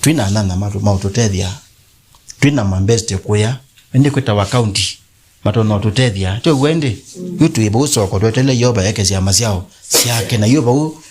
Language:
Kamba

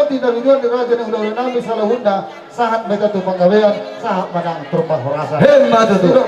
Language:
Batak Toba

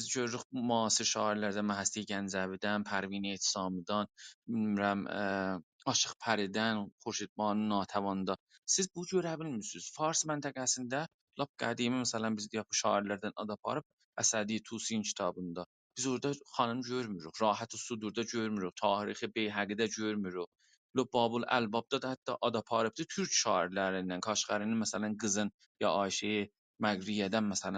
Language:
South Azerbaijani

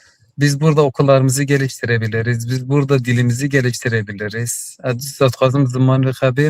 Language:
Kurdish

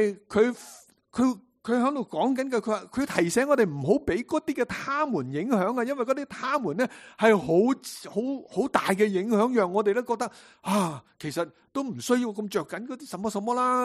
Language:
Cantonese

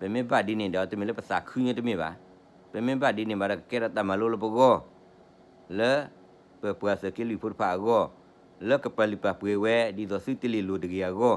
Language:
S'gaw Karen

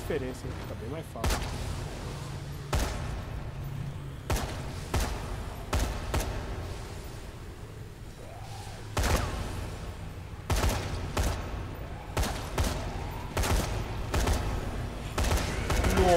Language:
Portuguese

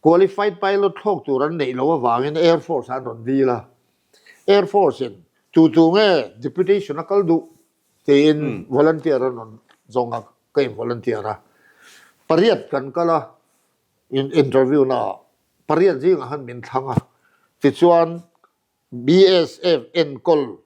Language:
Mizo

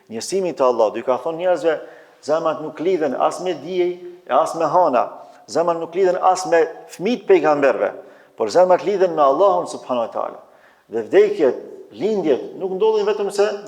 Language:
Albanian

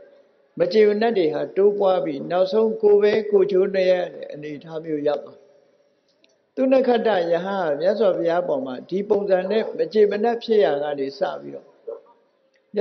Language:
Burmese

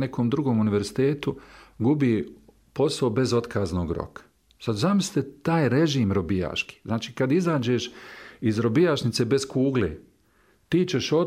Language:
Bosnian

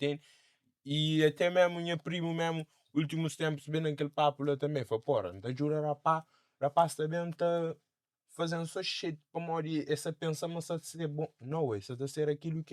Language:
Kabuverdianu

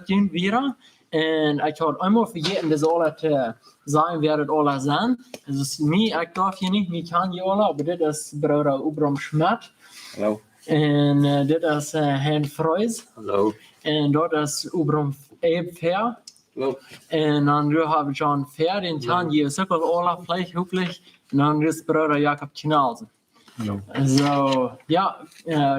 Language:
Plautdietsch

